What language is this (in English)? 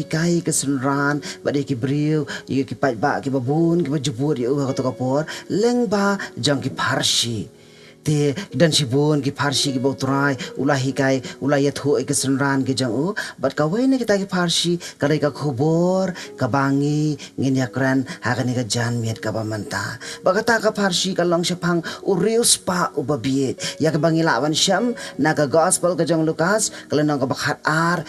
Khasi